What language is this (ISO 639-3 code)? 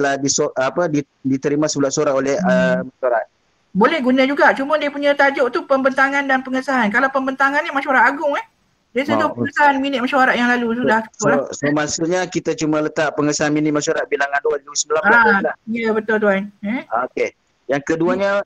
msa